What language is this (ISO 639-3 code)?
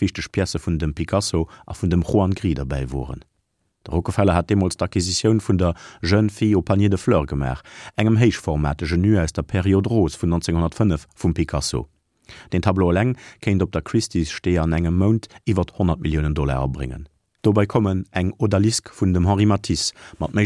ltz